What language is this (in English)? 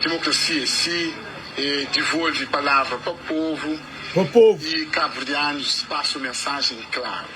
Kabuverdianu